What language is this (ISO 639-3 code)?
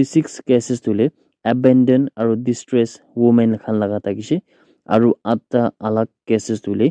nag